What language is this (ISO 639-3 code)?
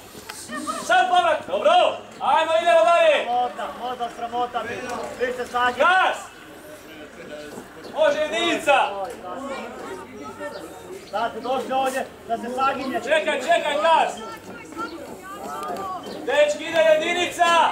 hrv